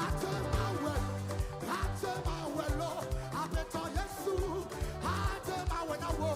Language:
Ewe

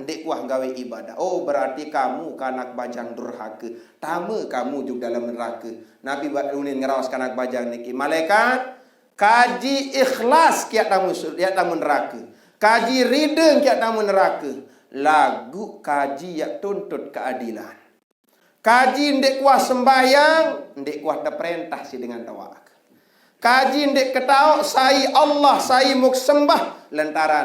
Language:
Sasak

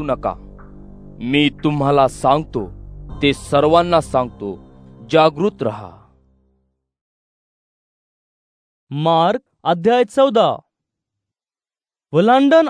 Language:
Marathi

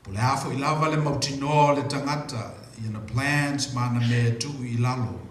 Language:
Samoan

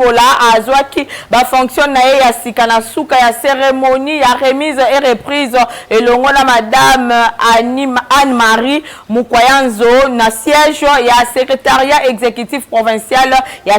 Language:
Lingala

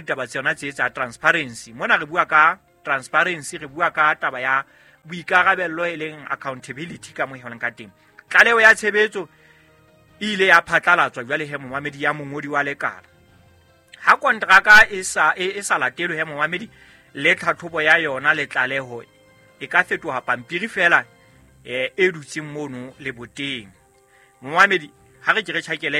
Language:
Southern Sotho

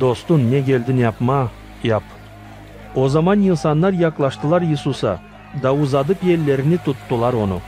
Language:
Gagauz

